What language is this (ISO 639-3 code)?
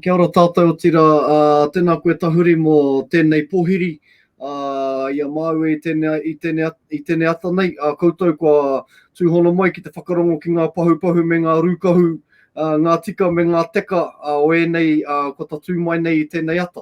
mri